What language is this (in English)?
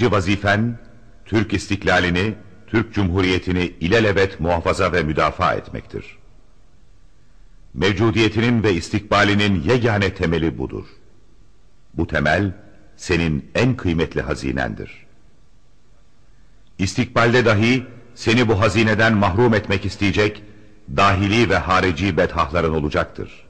Turkish